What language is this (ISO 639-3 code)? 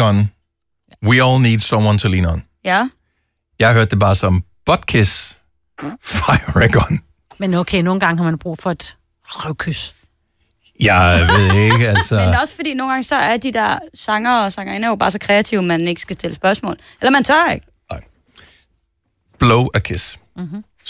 dan